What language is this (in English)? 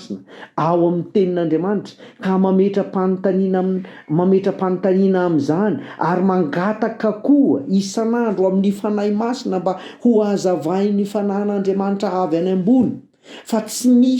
Malagasy